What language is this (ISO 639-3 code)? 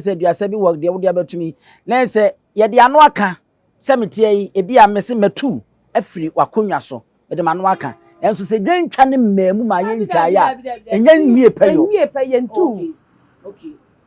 aka